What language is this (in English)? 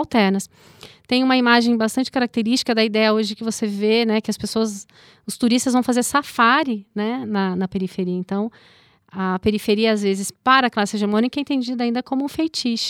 Portuguese